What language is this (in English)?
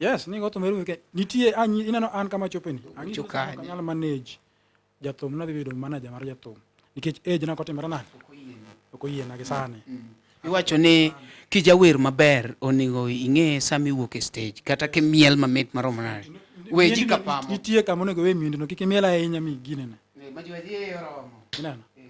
Luo (Kenya and Tanzania)